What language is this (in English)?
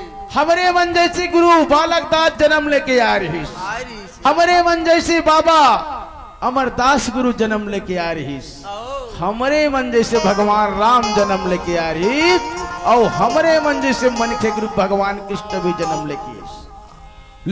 Chhattisgarhi